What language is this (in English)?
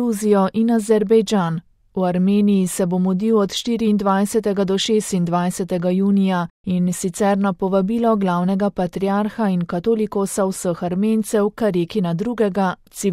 Slovenian